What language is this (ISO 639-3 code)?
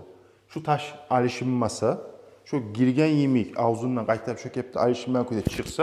kum